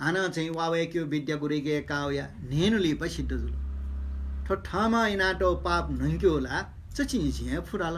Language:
Newari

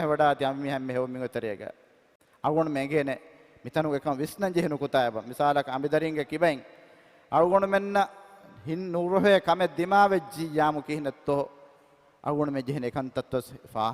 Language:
Divehi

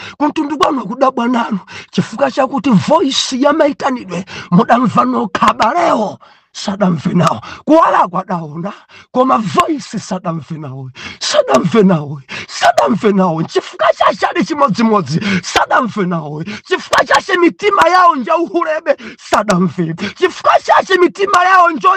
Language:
Nyanja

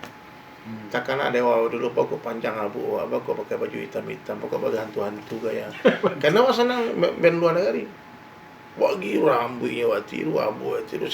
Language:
Minangkabau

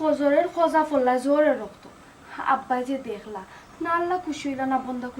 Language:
Sylheti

